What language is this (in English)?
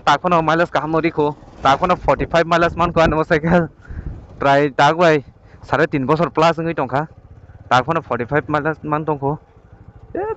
Kok Borok